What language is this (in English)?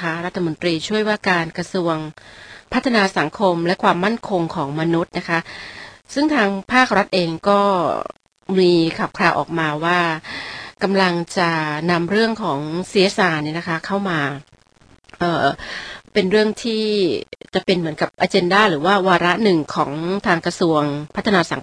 Thai